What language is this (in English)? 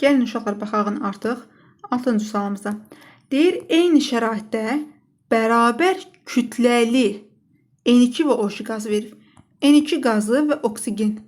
Azerbaijani